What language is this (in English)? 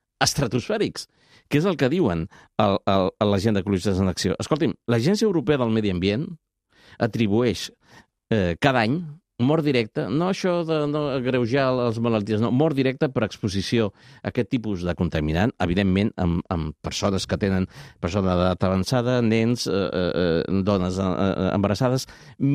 Catalan